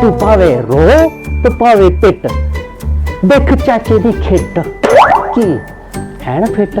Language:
Dogri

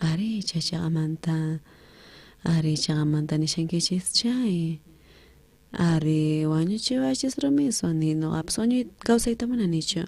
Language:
South Bolivian Quechua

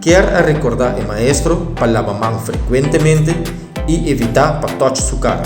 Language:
Papiamento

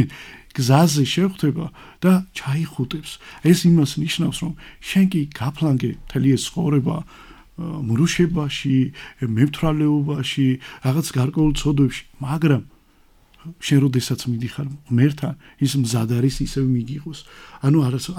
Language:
Georgian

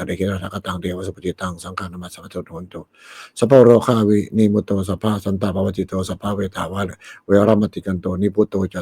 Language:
Pali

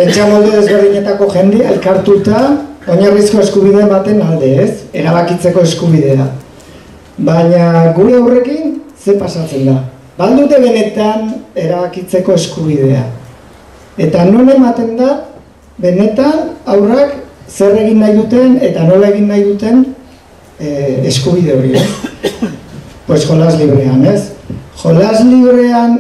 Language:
Basque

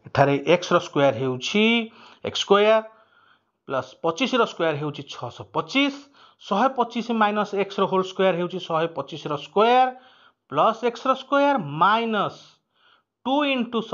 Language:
Odia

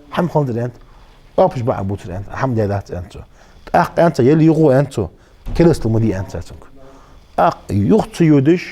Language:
Ingush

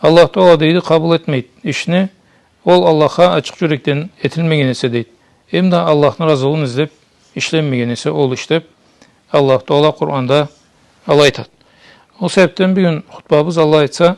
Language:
Karachay-Balkar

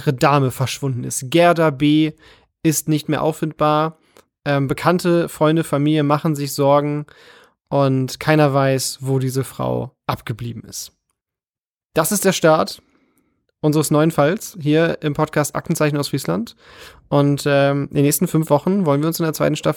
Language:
German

